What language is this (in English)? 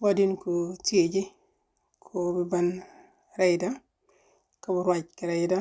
Nuer